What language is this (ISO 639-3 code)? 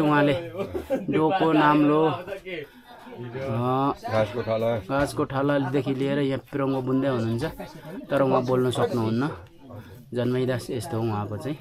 nep